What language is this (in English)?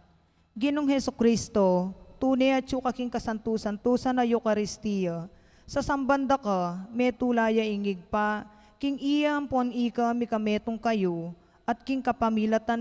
Pampanga